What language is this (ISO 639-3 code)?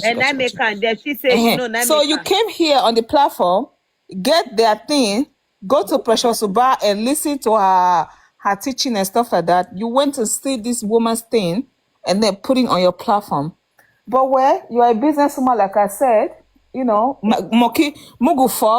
pcm